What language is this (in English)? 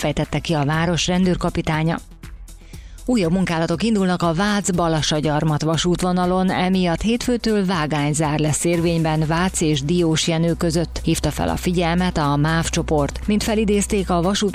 Hungarian